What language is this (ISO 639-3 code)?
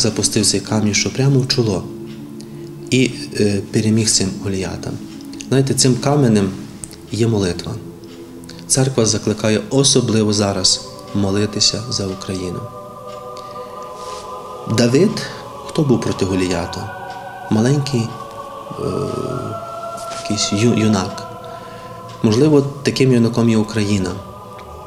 ukr